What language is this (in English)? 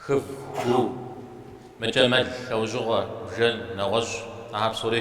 Kabardian